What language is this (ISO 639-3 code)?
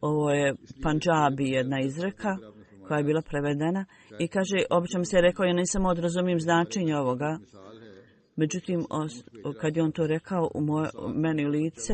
bos